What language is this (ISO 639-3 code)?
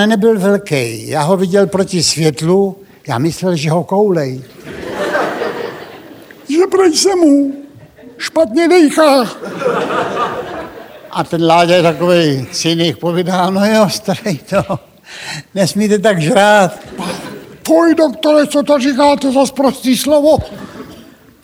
ces